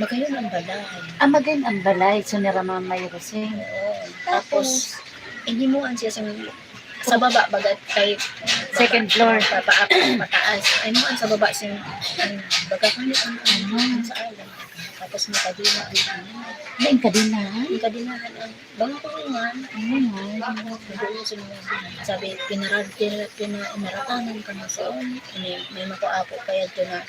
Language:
Bikol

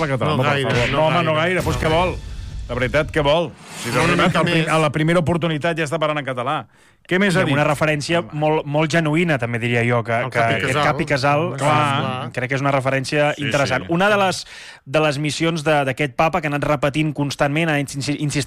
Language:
Catalan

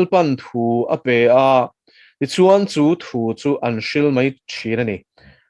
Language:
Mizo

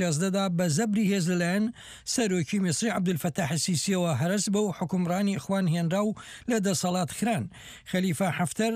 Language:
Central Kurdish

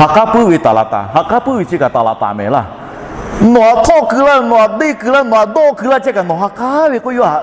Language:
Lahu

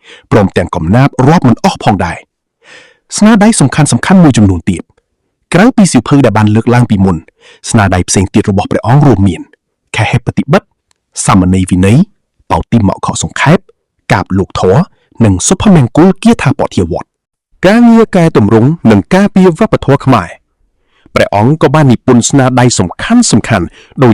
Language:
Khmer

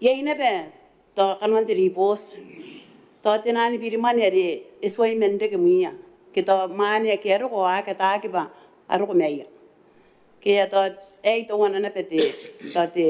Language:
Gilbertese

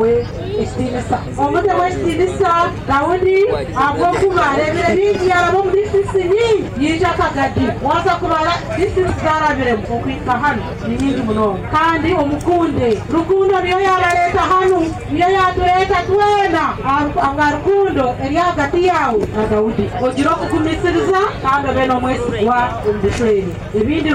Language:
Nyoro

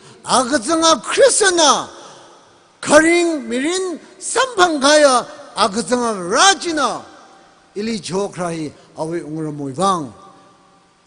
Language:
Tangkhul Naga (India)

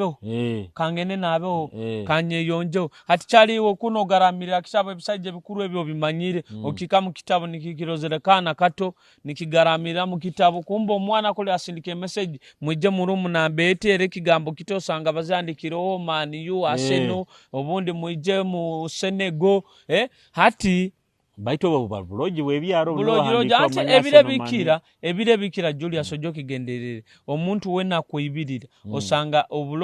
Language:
Nyoro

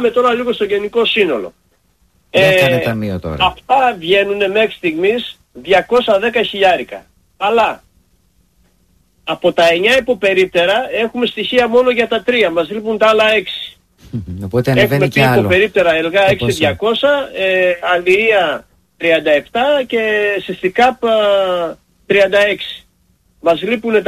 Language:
Greek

